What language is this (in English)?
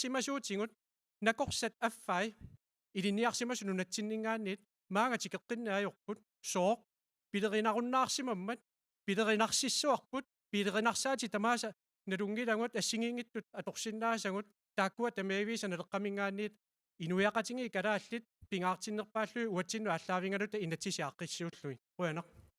Kalaallisut